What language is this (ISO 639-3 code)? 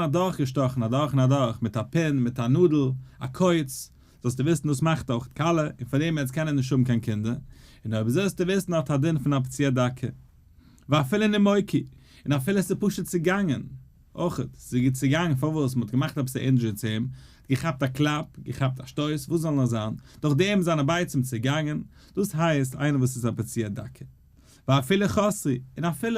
yid